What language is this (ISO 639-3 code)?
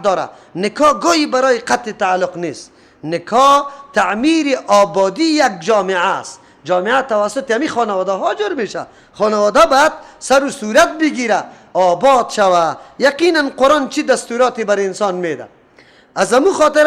fas